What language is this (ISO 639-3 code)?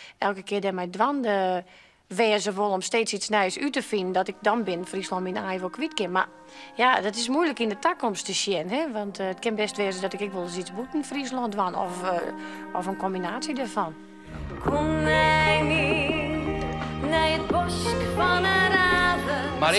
fry